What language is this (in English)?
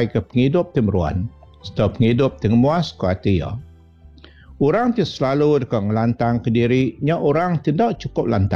Iban